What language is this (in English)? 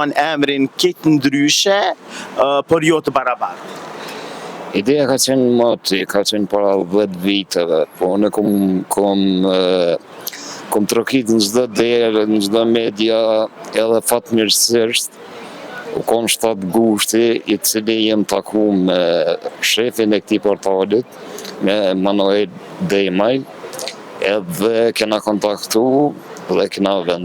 Albanian